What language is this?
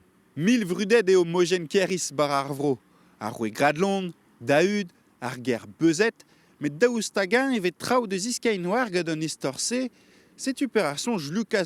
Breton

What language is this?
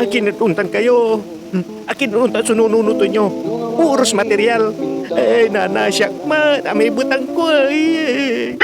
Pangasinan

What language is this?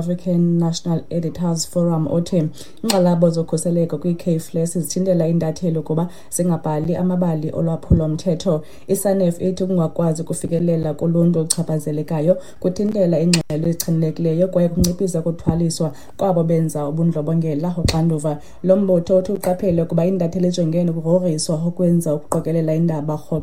Xhosa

